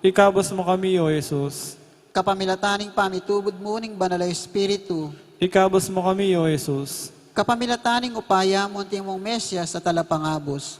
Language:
Pampanga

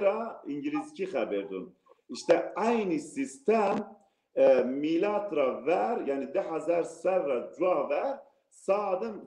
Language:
Zaza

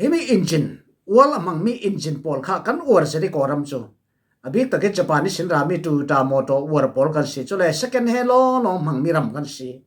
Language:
Falam Chin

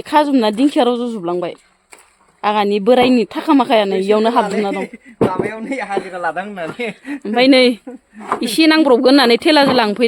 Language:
Bodo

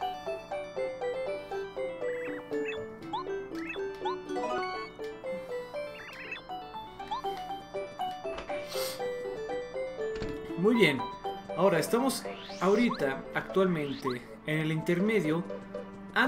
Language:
Spanish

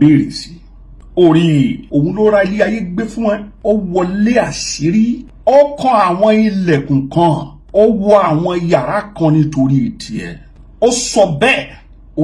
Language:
Yoruba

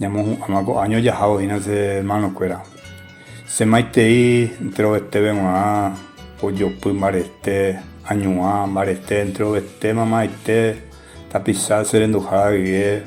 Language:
Guarani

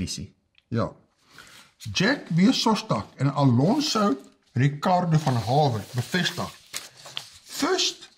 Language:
Afrikaans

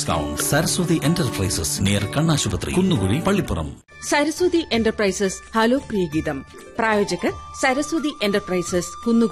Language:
Malayalam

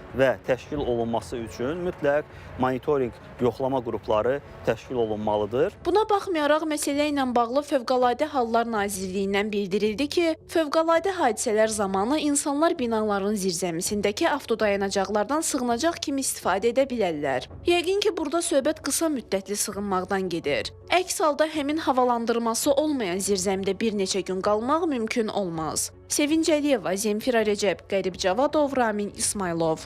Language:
Azerbaijani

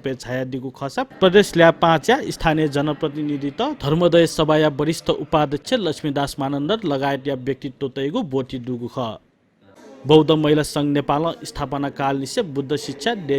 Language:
Newari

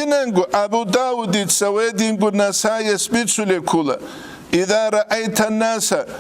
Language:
Avaric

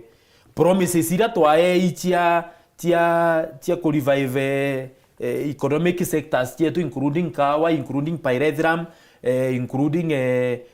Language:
Meru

